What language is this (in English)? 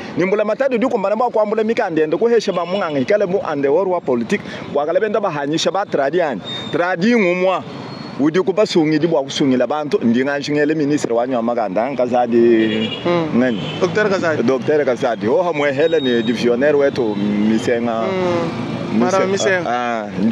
Luba-Lulua